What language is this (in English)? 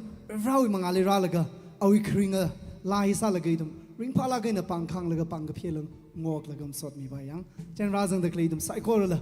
Tangkhul Naga (India)